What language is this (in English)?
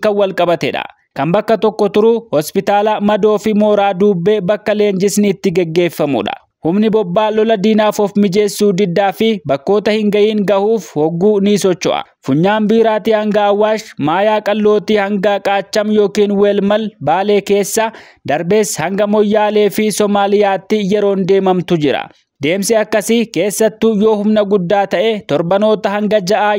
Oromo